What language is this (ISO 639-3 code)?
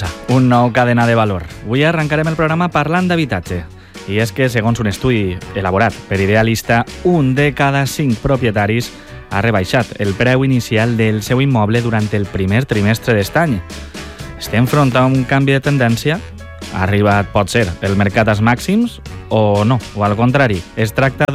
cat